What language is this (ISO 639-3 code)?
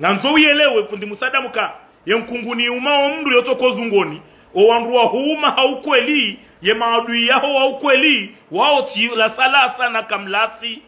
zdj